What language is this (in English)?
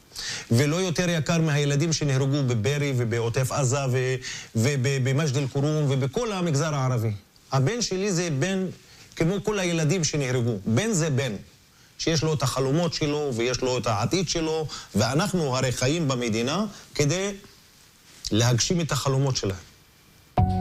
Hebrew